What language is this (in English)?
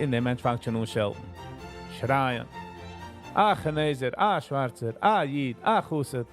Yiddish